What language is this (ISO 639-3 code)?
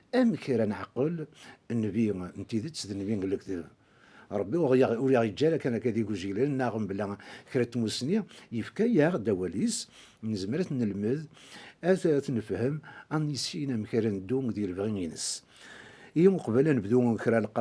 kab